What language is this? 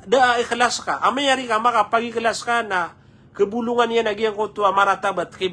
Maranao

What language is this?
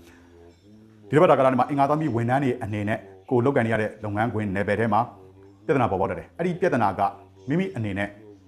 Burmese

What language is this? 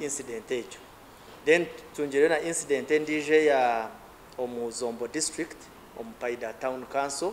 Nyankole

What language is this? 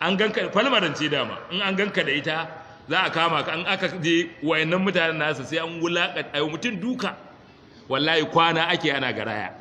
Hausa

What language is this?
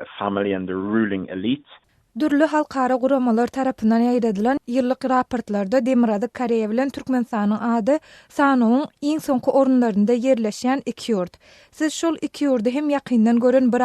Turkmen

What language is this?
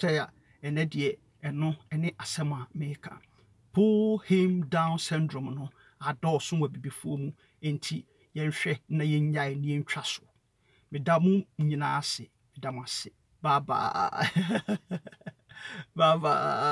Akan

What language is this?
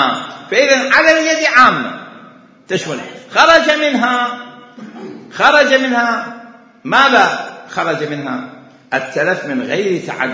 Mesopotamian Arabic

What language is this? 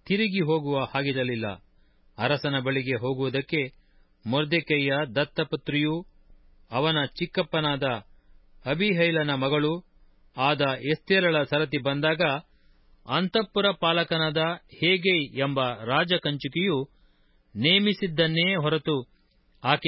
Kannada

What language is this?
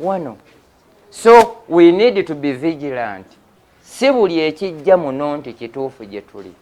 Ganda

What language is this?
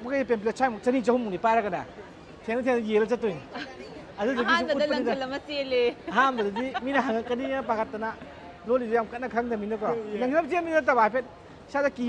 Manipuri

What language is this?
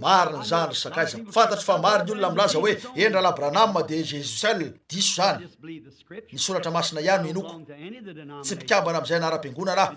Malagasy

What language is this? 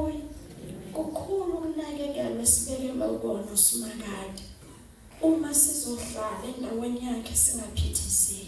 Zulu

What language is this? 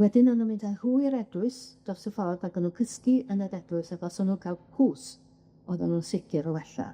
Welsh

